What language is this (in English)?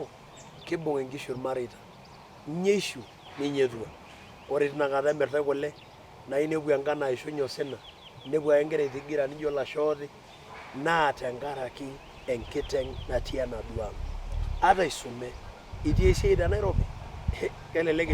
Masai